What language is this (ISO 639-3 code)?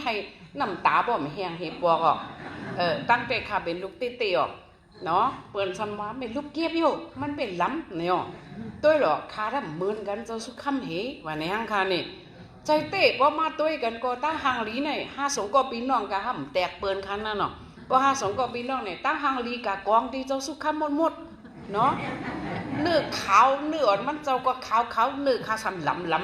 shn